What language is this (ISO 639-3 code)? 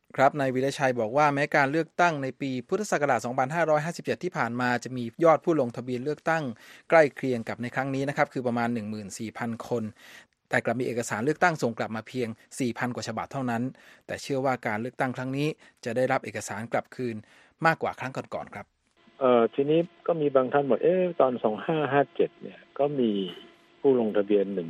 tha